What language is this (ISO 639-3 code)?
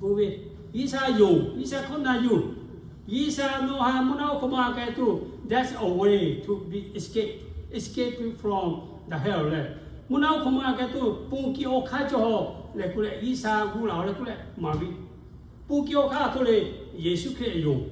lhu